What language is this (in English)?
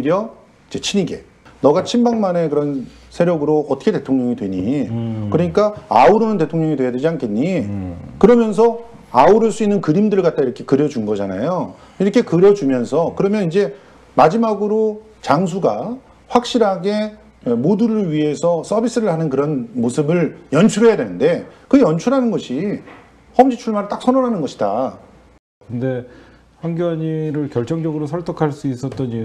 Korean